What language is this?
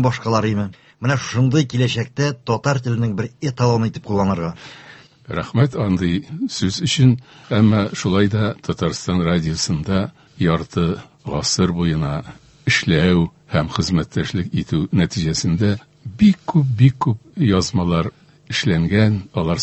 Tatar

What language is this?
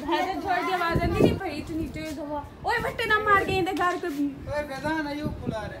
Saraiki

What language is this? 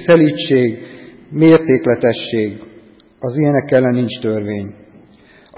Hungarian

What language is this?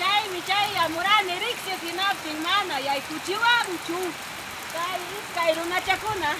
Ayacucho Quechua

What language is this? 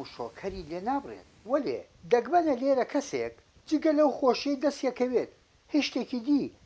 Central Kurdish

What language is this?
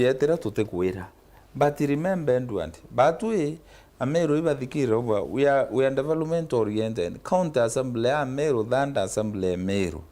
Meru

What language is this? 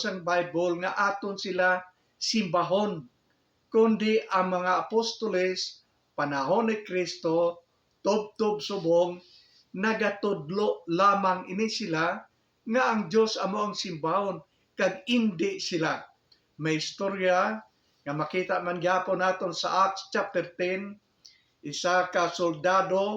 Hiligaynon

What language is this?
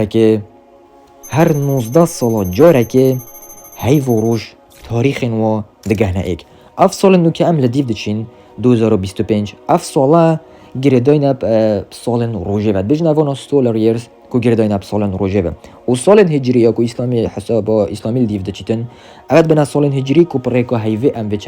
Kurdish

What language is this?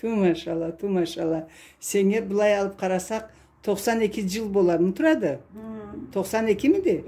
Karachay-Balkar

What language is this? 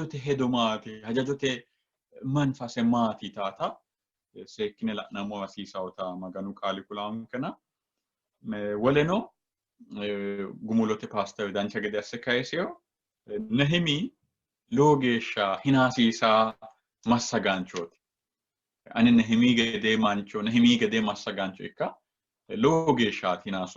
Sidamo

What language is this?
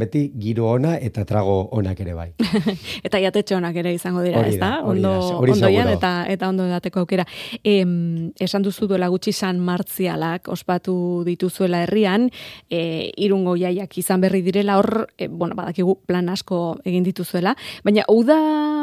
Basque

